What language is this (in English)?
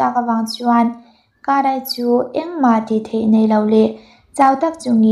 Mizo